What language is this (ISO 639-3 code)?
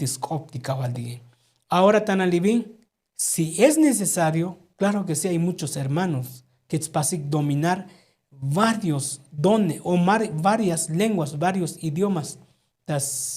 tzo